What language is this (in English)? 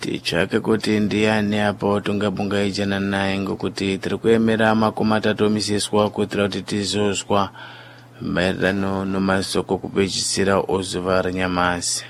Sena